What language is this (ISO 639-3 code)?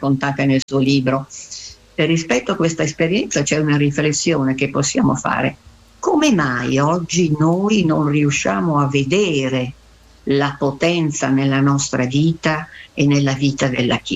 ita